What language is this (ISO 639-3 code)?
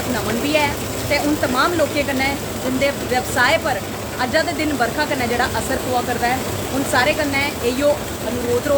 doi